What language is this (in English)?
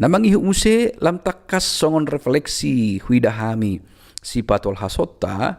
Batak Toba